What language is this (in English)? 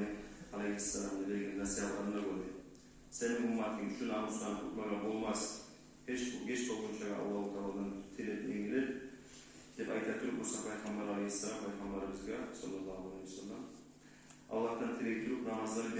Kumyk